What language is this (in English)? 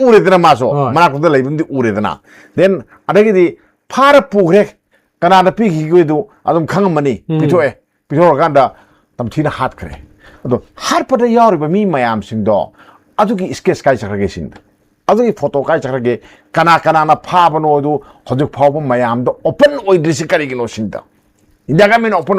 Manipuri